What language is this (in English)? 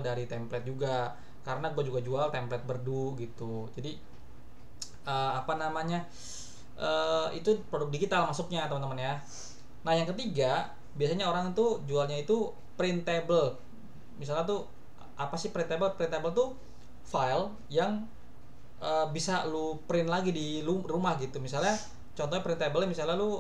Indonesian